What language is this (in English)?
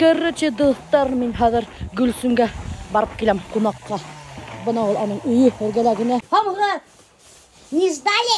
Bashkir